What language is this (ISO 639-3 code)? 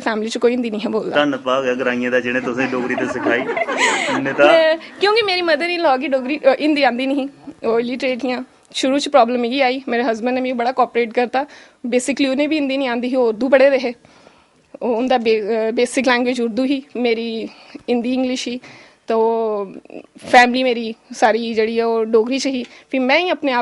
doi